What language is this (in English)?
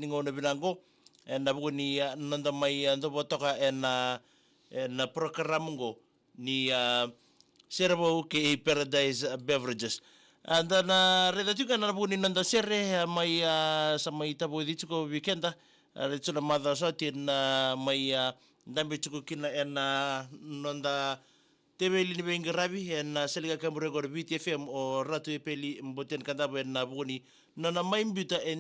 Fijian